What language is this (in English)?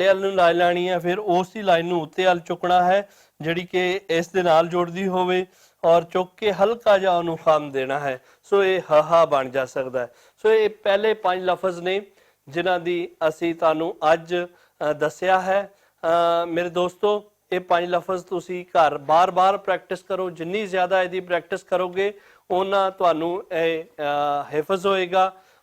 Western Panjabi